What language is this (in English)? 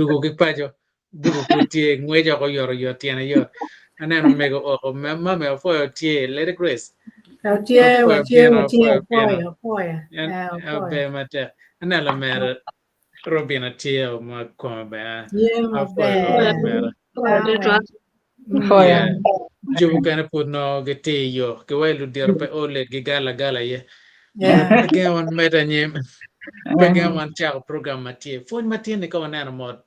Acoli